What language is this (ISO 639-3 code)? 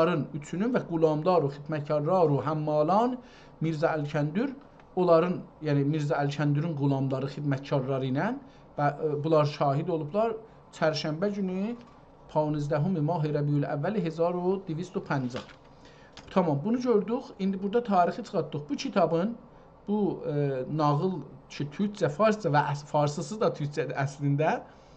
azb